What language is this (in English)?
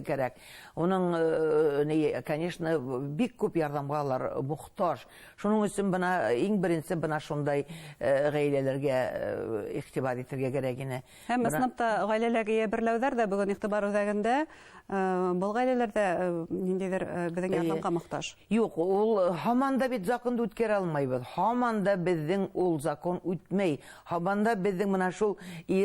Bashkir